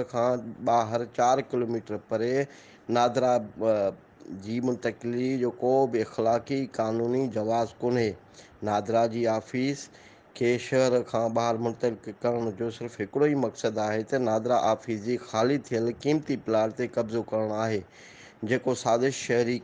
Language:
Sindhi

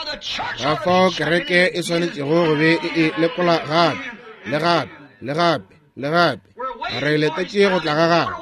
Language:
Northern Sotho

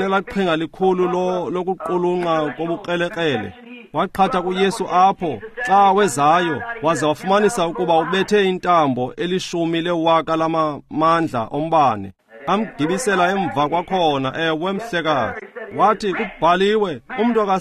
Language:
Xhosa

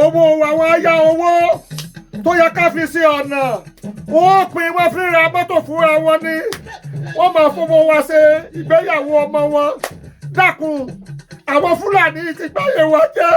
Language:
Yoruba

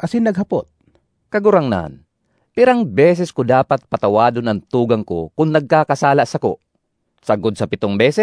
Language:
Bikol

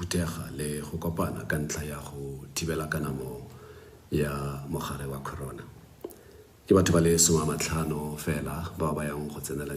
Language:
Tswana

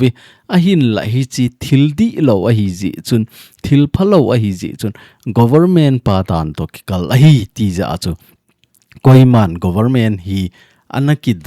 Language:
Thado Chin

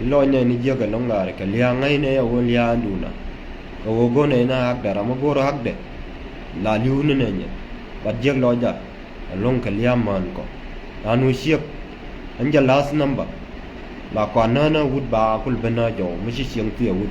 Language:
Nuer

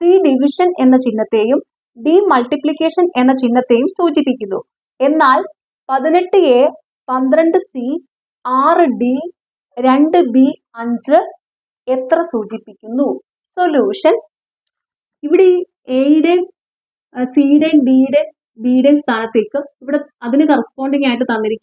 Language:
Malayalam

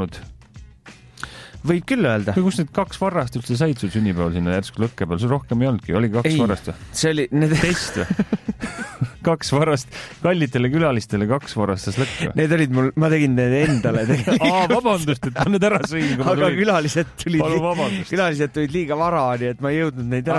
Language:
Estonian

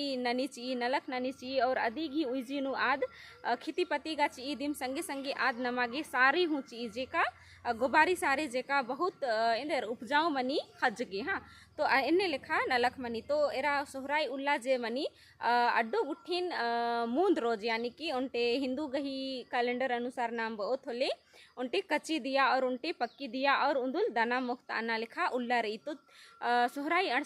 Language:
Kurukh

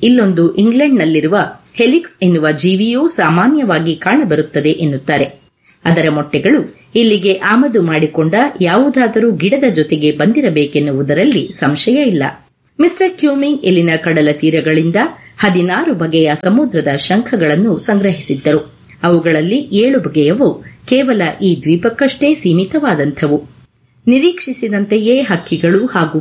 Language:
Kannada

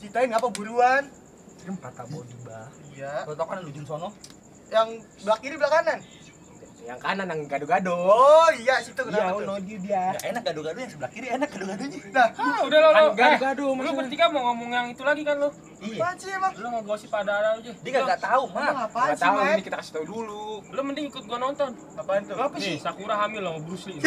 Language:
Betawi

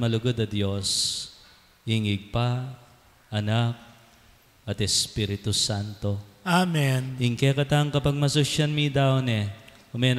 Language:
Pampanga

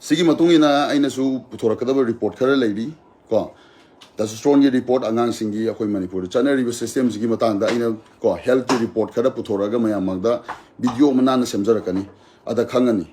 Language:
Manipuri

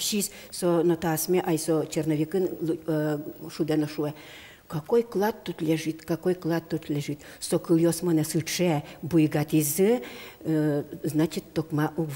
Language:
Udmurt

